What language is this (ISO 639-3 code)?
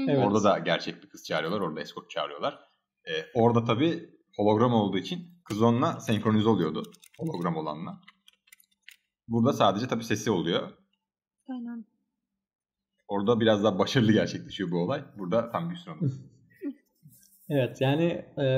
tur